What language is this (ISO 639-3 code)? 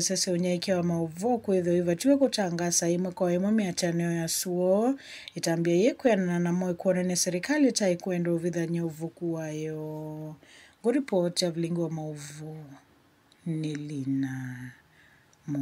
kam